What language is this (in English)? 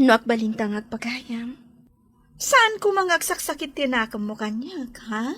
Iloko